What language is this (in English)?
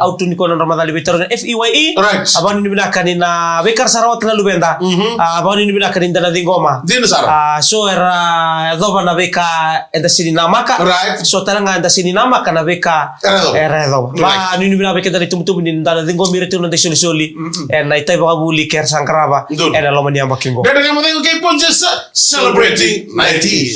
Fijian